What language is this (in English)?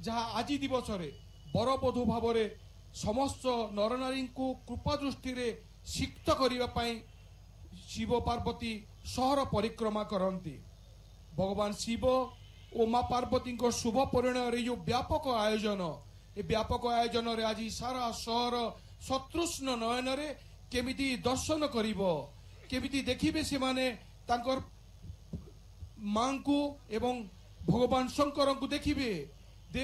Odia